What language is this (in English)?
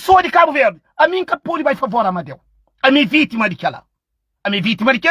Kabuverdianu